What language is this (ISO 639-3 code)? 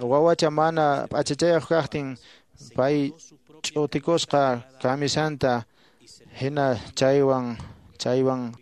que